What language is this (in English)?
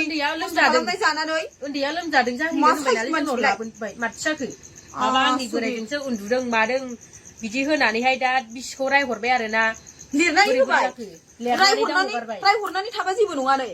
Bodo